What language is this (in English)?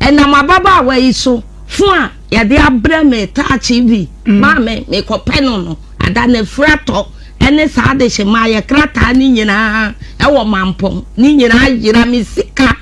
Akan